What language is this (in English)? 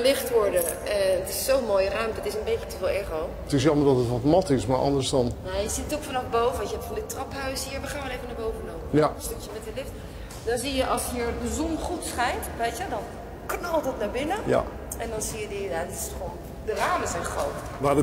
Dutch